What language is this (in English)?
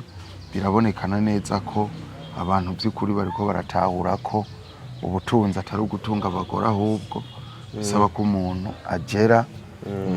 Rundi